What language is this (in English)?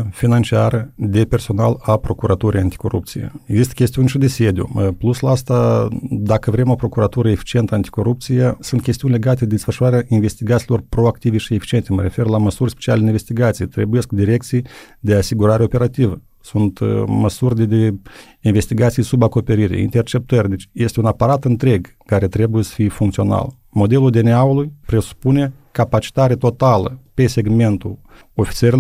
Romanian